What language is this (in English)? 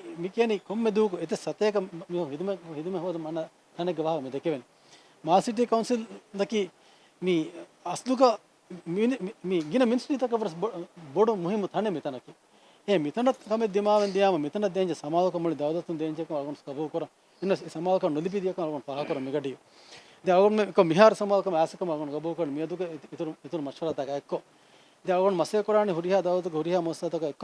Divehi